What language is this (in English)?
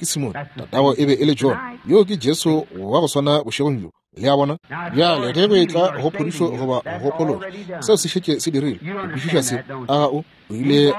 Northern Sotho